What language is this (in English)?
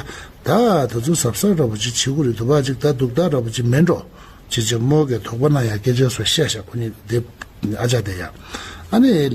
Tibetan